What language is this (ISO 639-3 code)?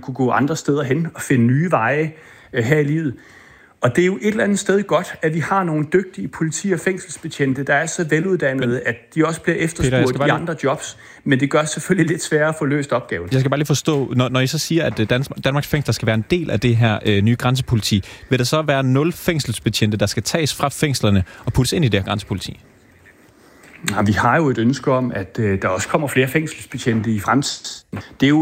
dan